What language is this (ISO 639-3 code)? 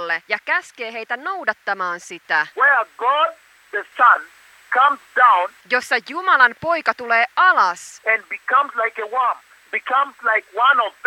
fin